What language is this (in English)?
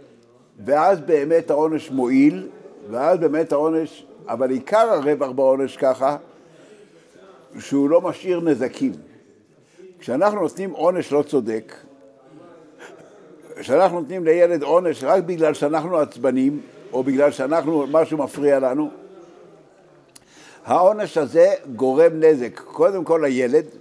Hebrew